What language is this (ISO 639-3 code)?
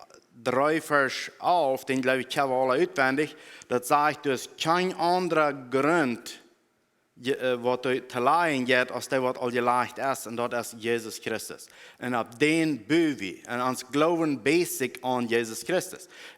pdt